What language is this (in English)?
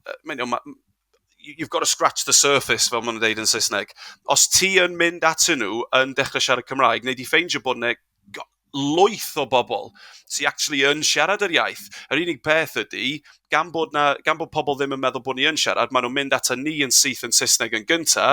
Welsh